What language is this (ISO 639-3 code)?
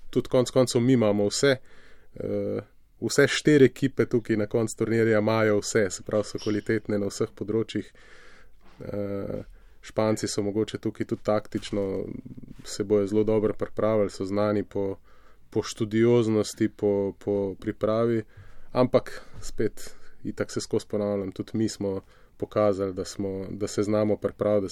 slv